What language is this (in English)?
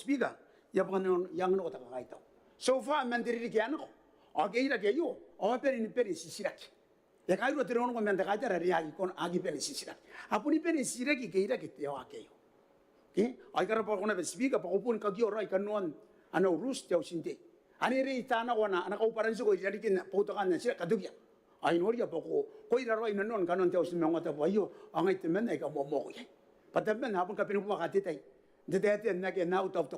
Gilbertese